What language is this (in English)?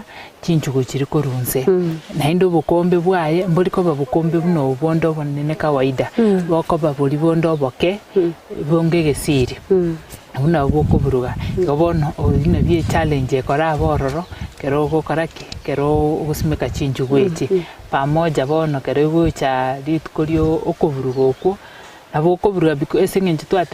Gusii